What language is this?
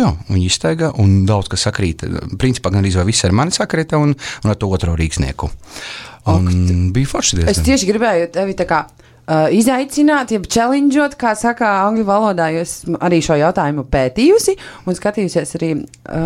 Latvian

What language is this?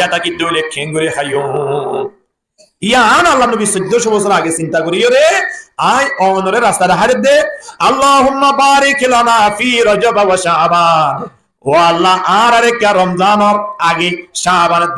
Rohingya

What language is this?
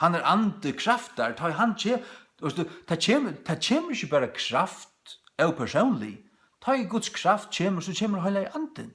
Faroese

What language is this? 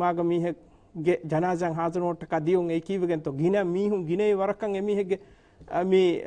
Divehi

